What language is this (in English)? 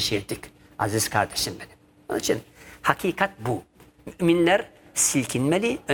Turkish